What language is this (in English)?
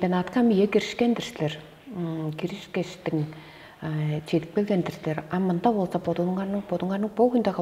Tuvinian